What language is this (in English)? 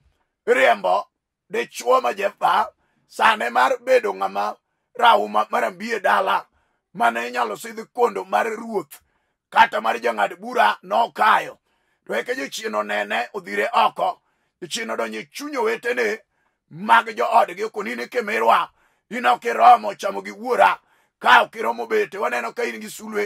Luo (Kenya and Tanzania)